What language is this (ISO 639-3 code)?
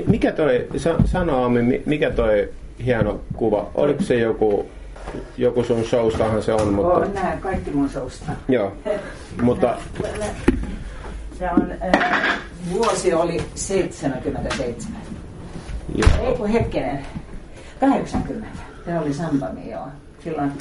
fin